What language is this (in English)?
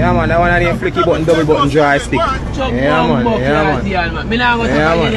Jamaican Creole English